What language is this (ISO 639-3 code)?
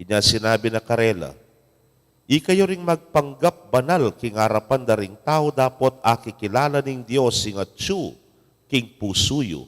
pam